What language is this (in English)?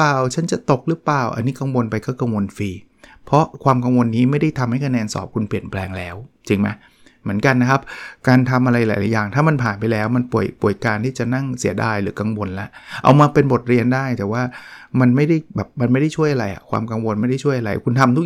Thai